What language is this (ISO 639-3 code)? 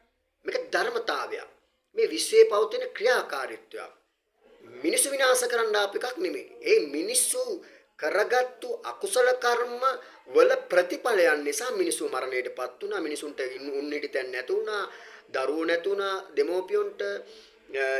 sin